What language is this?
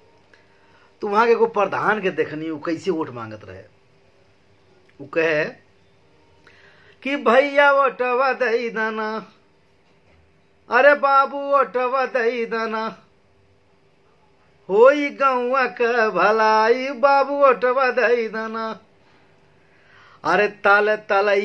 Bhojpuri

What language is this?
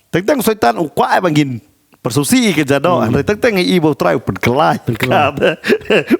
Khasi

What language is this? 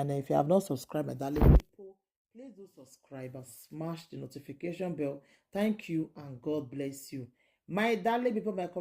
Nigerian Pidgin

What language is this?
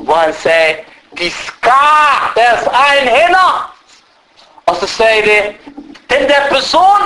Danish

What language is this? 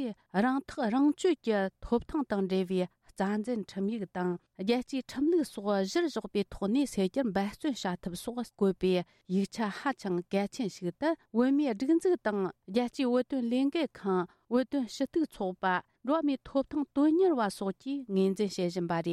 Tibetan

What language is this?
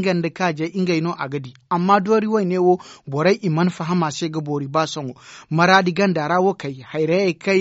Zarma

